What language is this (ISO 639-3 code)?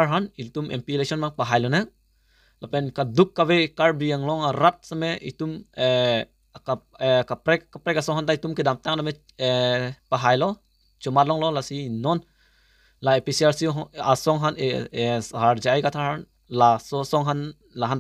mjw